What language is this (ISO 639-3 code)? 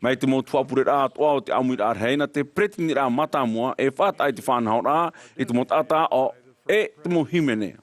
tah